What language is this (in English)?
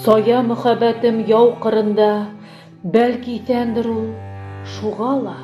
Bashkir